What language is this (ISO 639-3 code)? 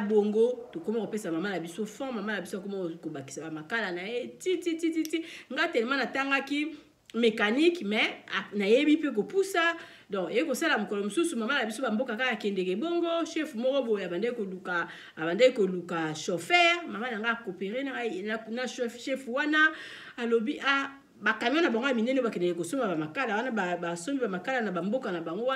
lin